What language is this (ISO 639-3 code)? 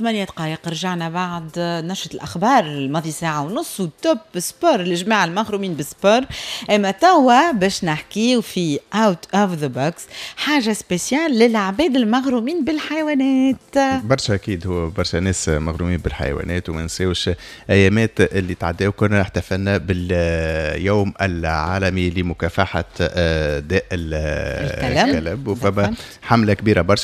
aeb